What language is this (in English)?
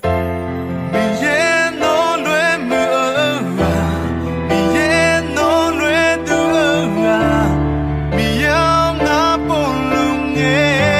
Akha